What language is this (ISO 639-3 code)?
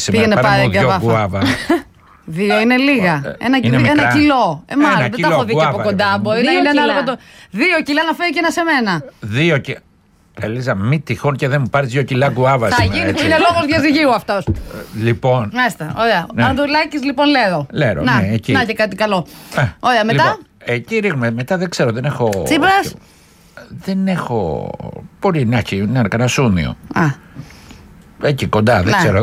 ell